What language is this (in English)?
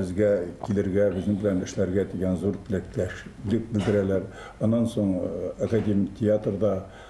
Bashkir